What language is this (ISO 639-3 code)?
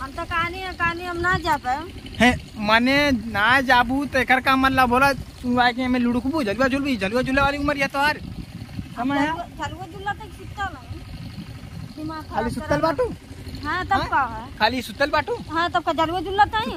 bho